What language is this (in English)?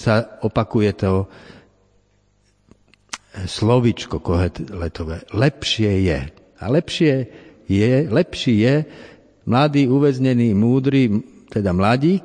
Slovak